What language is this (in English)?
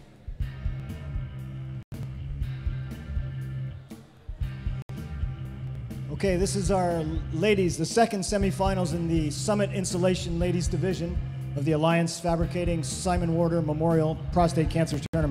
English